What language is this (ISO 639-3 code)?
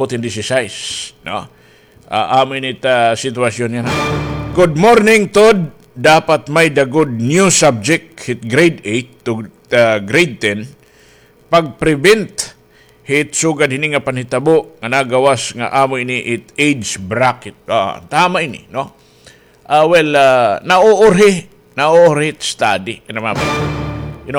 war